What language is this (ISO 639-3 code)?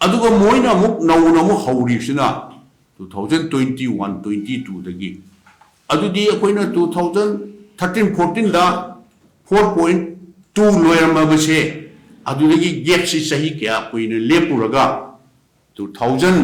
mni